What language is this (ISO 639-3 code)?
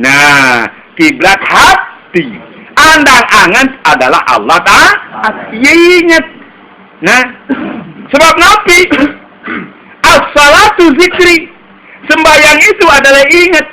sas